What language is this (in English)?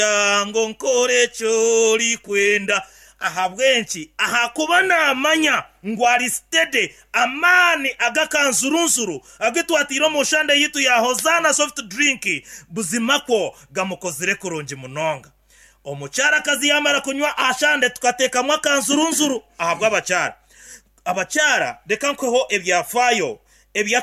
Nyankole